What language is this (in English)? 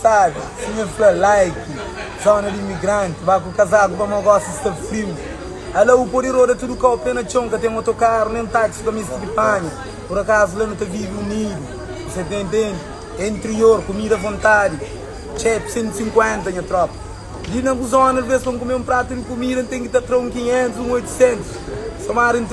Kabuverdianu